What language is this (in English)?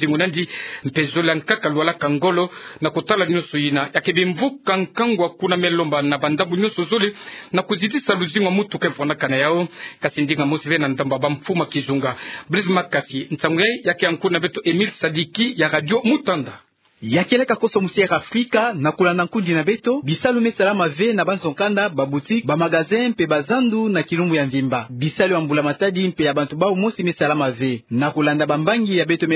Kituba (Democratic Republic of Congo)